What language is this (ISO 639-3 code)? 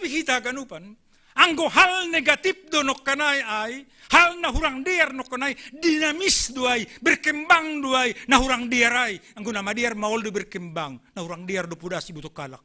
bts